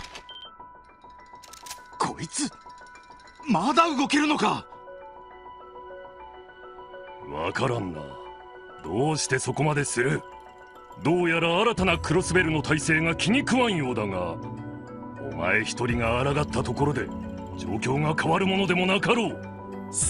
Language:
Japanese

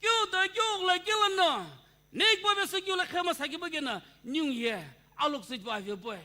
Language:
Sumi Naga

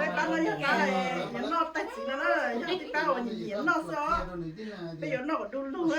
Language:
Hmong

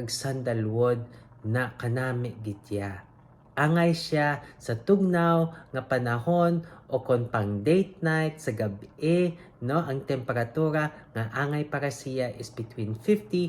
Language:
Hiligaynon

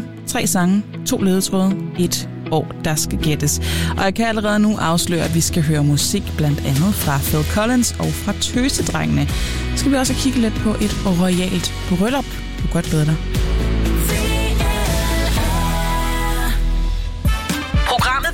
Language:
Danish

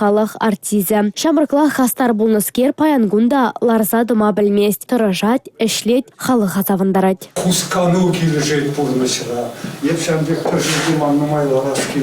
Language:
Chuvash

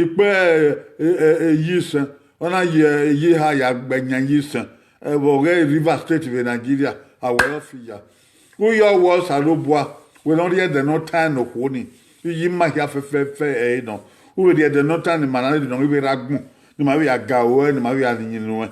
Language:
Bini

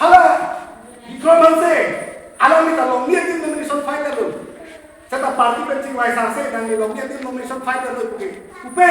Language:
Karbi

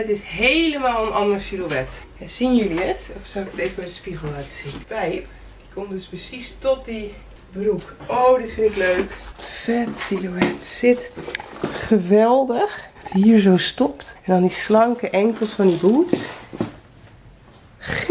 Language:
Dutch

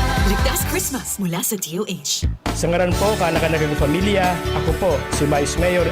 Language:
Bikol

